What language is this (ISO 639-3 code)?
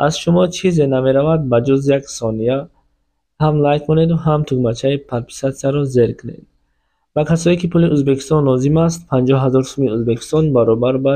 tgk